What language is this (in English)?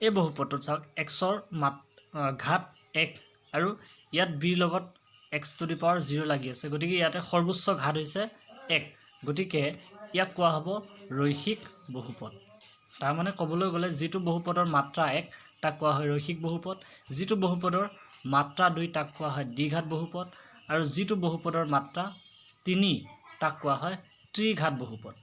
Assamese